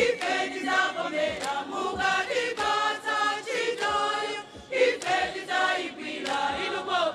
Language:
Nyanja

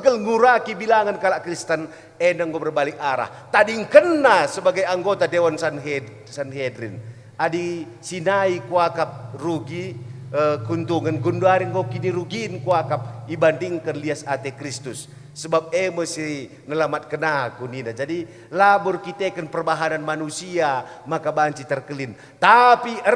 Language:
Batak Karo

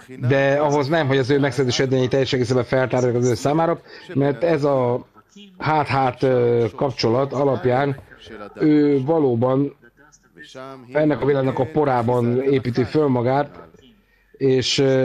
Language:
Hungarian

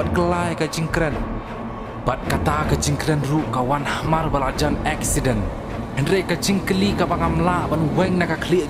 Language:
Khasi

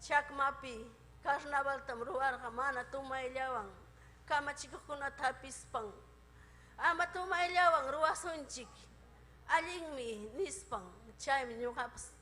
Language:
Ayacucho Quechua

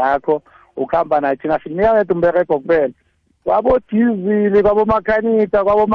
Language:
South Ndebele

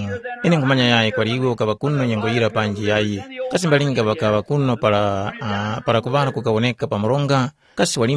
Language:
Tumbuka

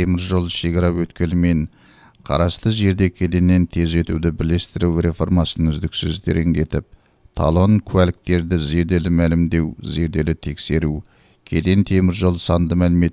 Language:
Kazakh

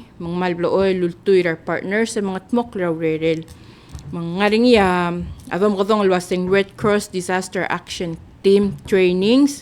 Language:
Palauan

